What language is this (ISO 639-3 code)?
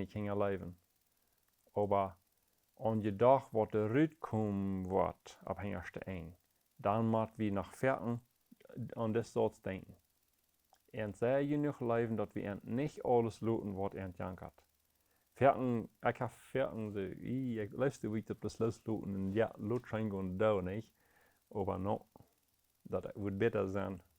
pdt